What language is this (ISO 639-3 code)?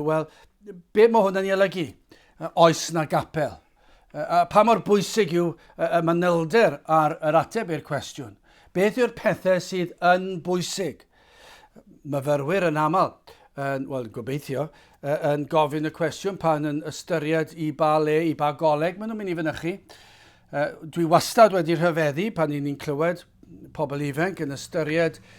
cym